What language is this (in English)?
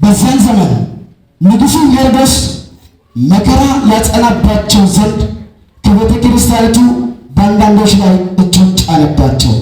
Amharic